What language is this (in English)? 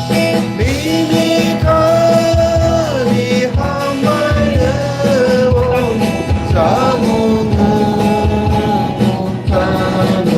Kok Borok